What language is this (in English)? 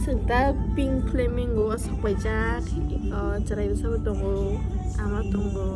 Kok Borok